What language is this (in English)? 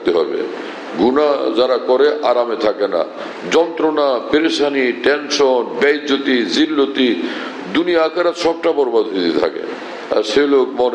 Bangla